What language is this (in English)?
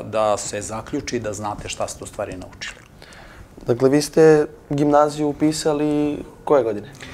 Serbian